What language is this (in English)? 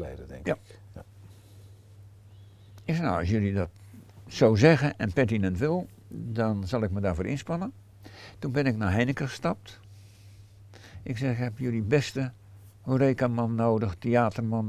Dutch